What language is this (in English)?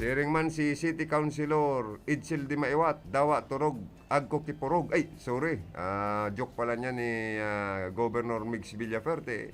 Bikol